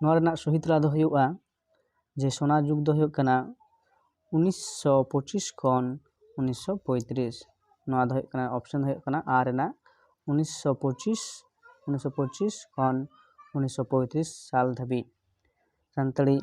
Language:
Santali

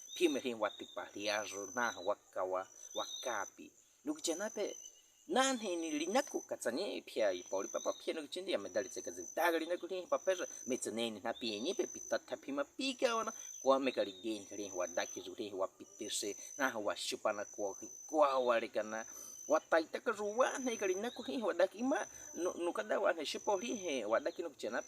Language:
Baniwa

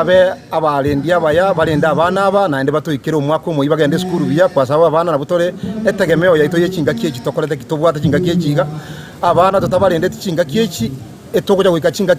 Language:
Gusii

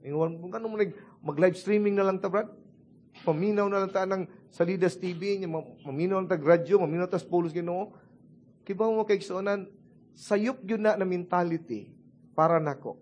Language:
Cebuano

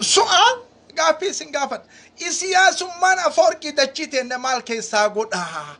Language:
Oromo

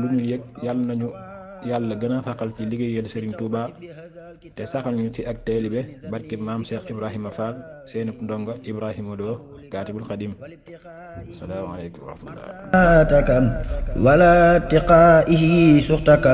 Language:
Wolof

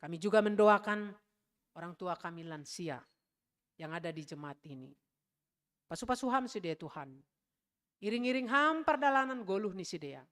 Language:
Batak Simalungun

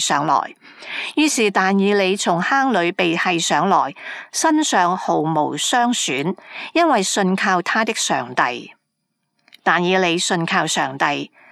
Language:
Cantonese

